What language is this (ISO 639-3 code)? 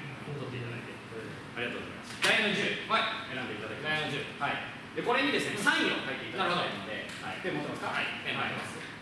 jpn